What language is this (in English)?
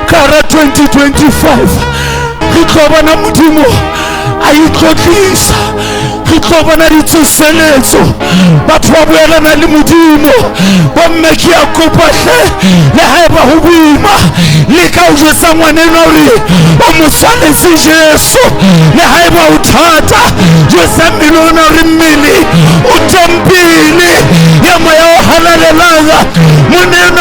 Southern Sotho